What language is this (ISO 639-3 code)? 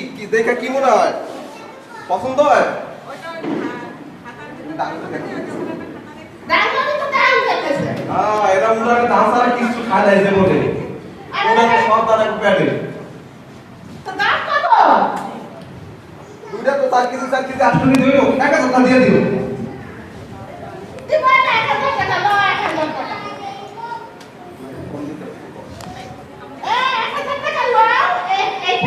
ben